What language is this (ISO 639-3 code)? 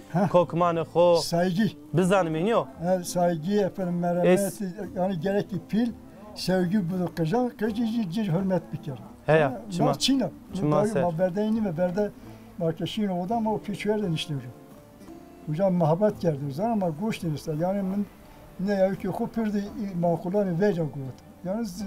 zza